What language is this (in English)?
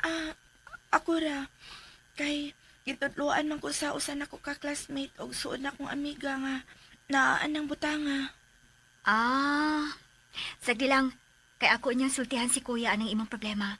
Cebuano